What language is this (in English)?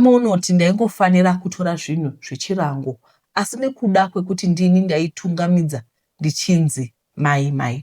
Shona